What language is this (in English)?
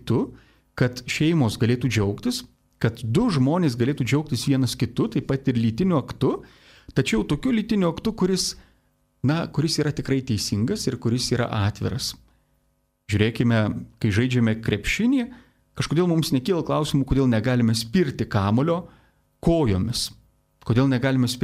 Lithuanian